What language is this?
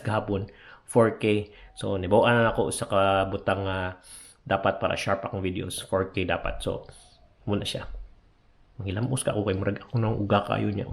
Cebuano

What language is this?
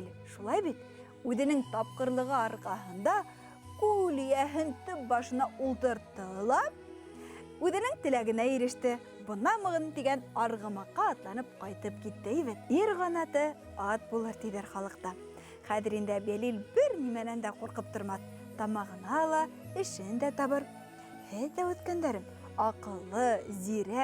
Bashkir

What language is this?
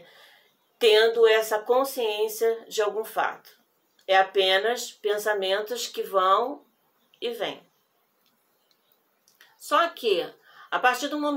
Portuguese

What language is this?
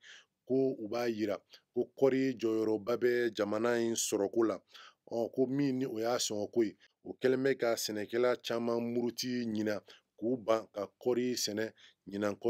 Bambara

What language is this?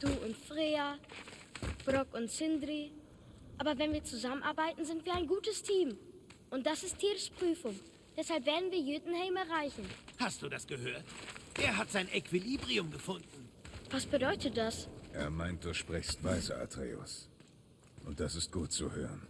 Bavarian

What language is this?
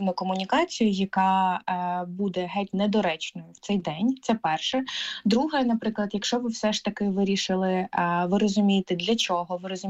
Ukrainian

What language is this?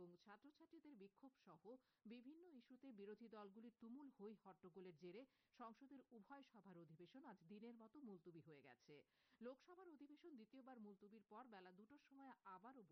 Bangla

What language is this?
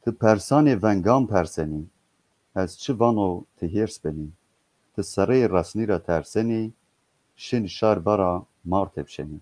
Zaza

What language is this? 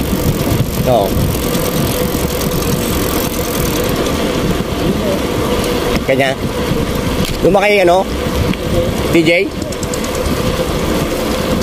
Filipino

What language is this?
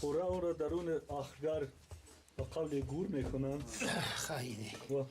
Persian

